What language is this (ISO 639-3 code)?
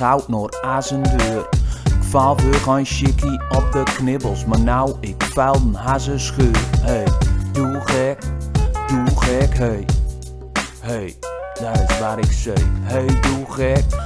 gos